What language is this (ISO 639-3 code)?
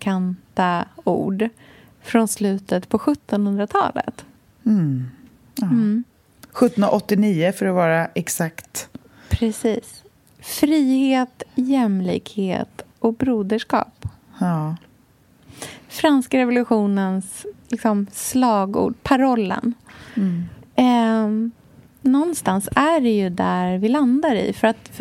swe